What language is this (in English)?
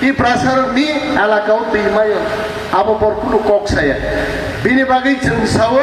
Kok Borok